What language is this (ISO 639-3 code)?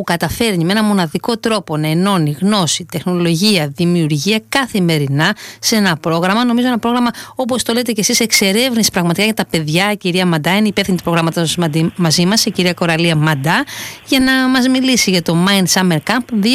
ell